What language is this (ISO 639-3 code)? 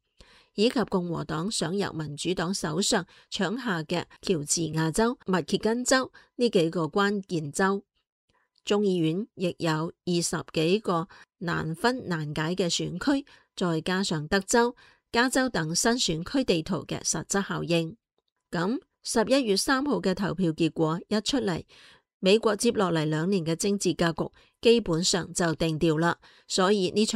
yue